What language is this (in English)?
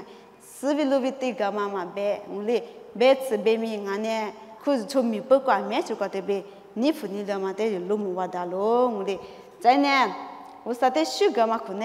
Lisu